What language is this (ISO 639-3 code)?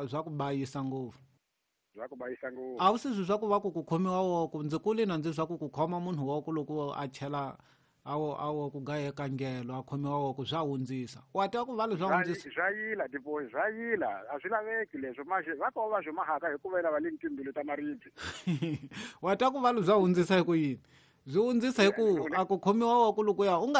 tso